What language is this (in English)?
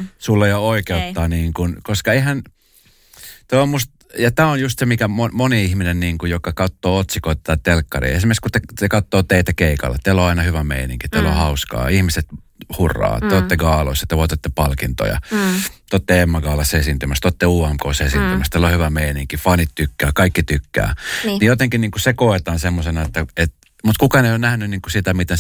Finnish